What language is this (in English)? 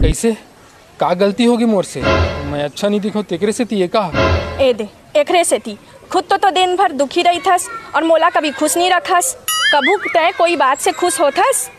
Chhattisgarhi